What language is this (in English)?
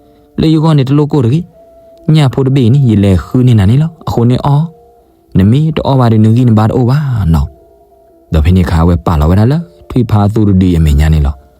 S'gaw Karen